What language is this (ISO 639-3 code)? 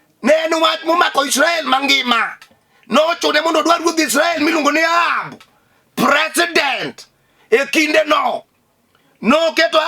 luo